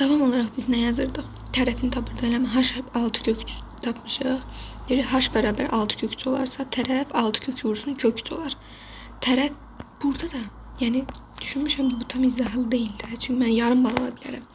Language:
Azerbaijani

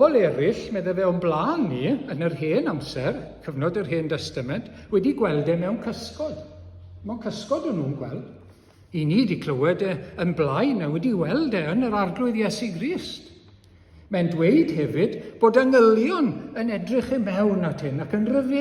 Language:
Welsh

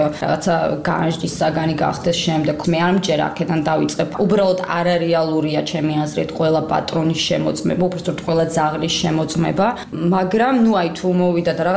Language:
Georgian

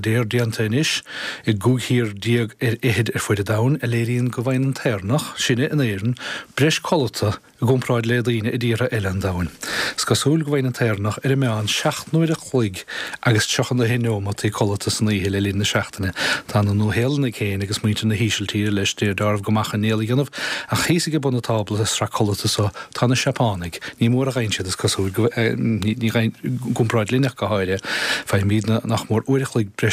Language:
Irish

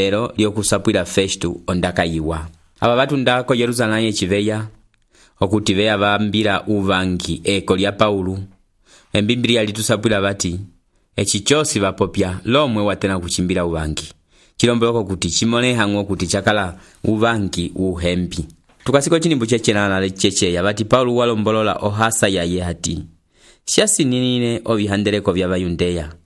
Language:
Umbundu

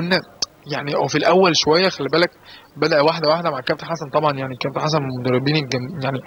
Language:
Egyptian Arabic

